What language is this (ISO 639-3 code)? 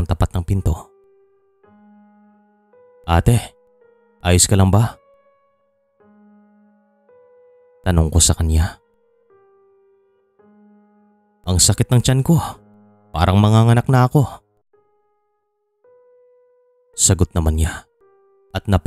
fil